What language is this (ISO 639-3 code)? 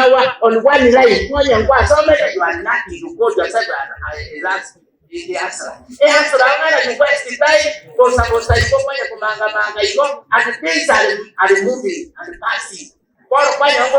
guz